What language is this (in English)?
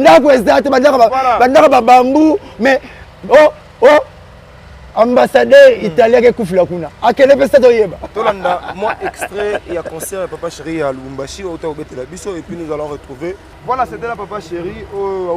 Lingala